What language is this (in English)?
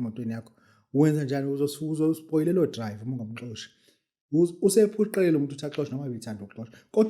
Zulu